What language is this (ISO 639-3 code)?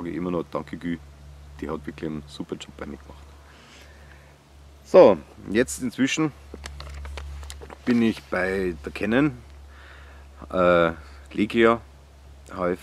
deu